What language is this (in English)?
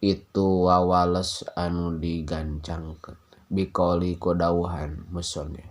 Sundanese